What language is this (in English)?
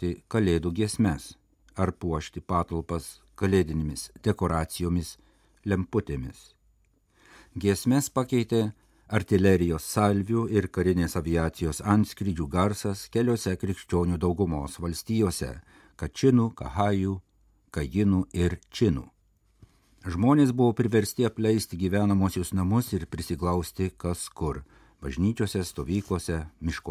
Lithuanian